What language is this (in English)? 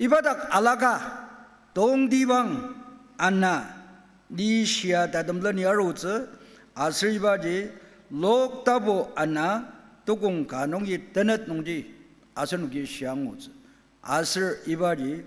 Ao Naga